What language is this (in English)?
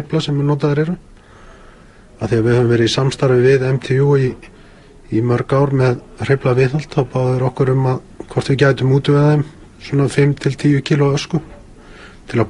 Icelandic